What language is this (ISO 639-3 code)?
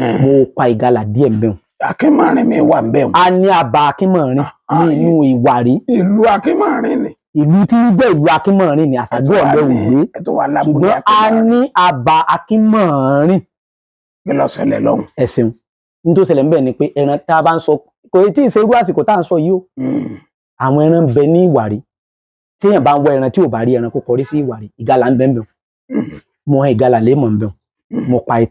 yor